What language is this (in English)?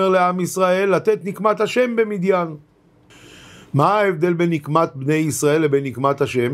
Hebrew